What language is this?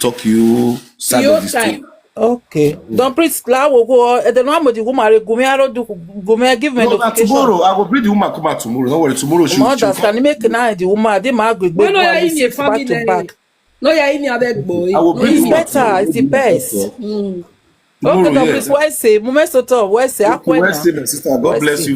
Nigerian Pidgin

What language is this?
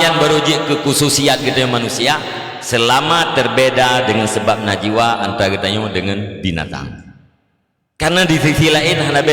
Achinese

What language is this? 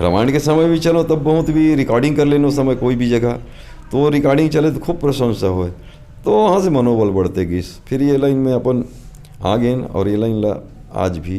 Chhattisgarhi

